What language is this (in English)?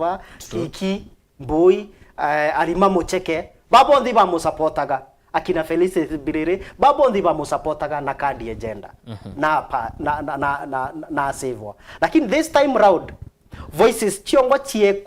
Meru